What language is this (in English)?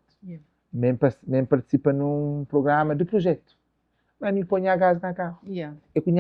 Kabuverdianu